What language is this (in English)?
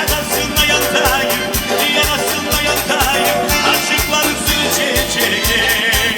Kumyk